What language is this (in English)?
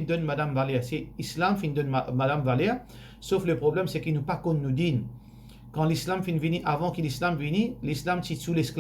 Morisyen